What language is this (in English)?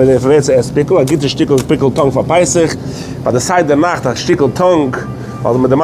Yiddish